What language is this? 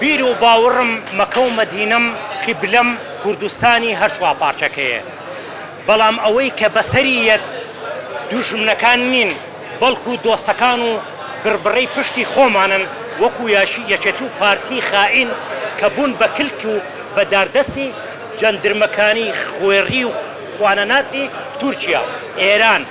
Central Kurdish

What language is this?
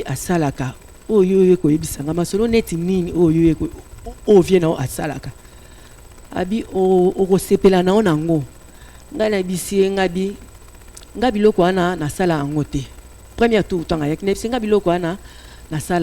Lingala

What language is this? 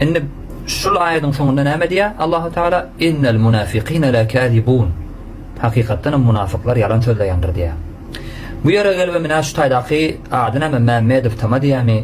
Turkmen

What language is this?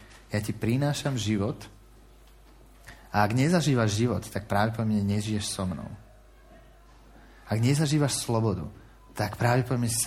Slovak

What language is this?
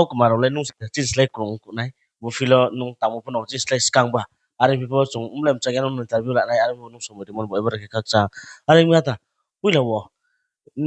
Riang (India)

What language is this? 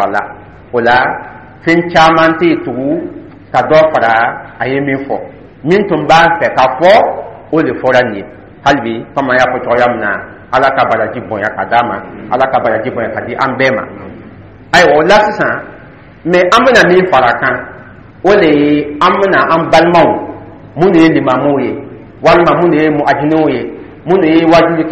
Dyula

